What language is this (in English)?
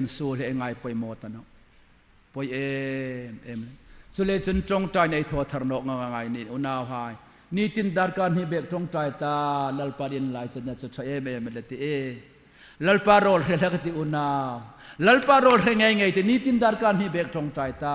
Hmar